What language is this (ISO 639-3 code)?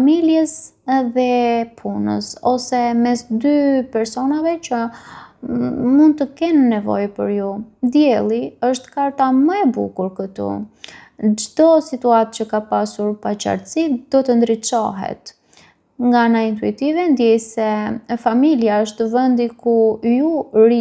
sqi